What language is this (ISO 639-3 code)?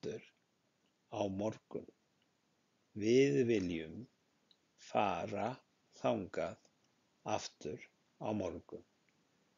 isl